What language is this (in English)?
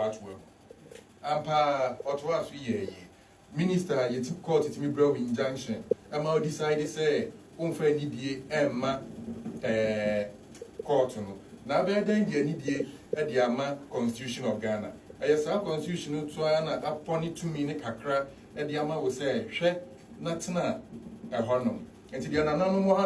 Akan